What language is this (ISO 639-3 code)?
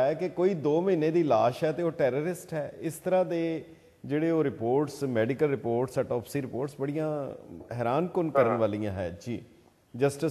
pan